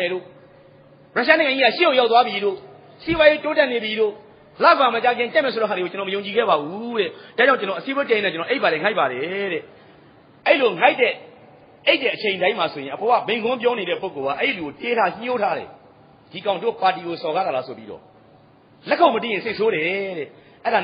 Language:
Burmese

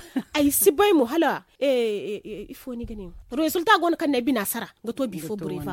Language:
Zarma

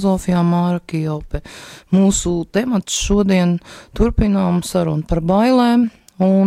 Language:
Latvian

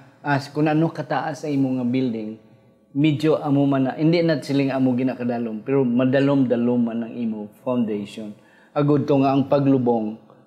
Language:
Hiligaynon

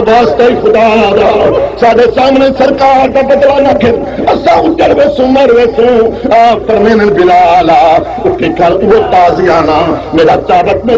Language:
Saraiki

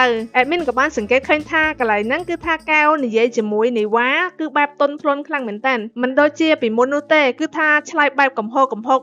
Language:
Khmer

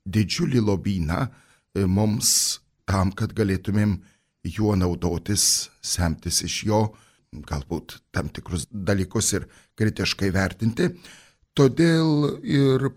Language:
Lithuanian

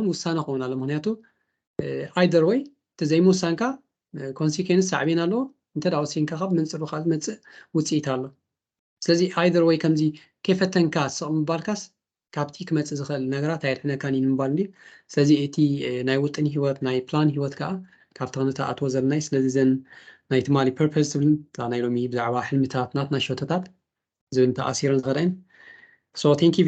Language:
Tigrinya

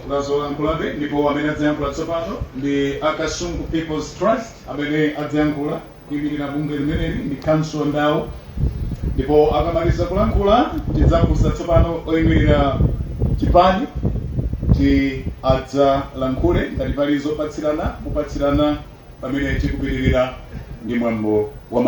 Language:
Nyanja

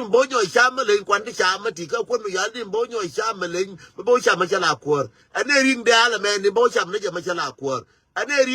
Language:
Nuer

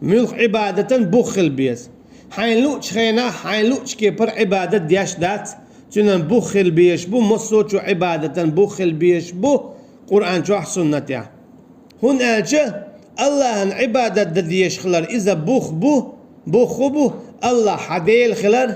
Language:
Chechen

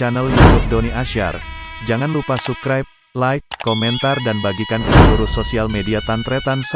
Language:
Madurese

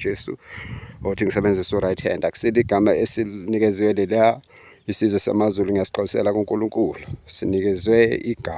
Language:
Zulu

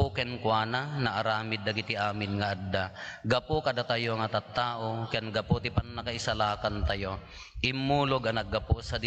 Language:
Iloko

